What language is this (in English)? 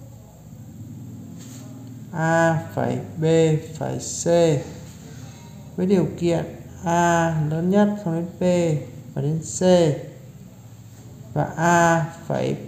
Vietnamese